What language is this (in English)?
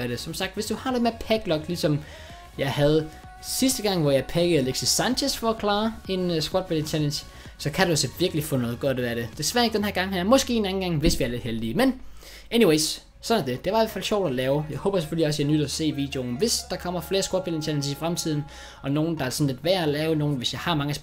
Danish